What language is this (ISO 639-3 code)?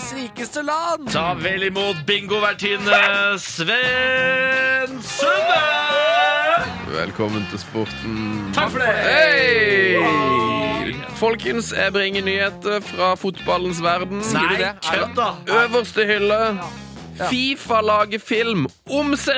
nor